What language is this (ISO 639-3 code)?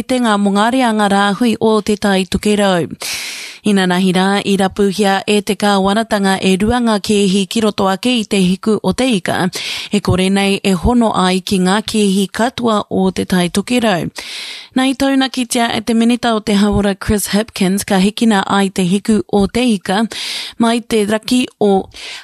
mri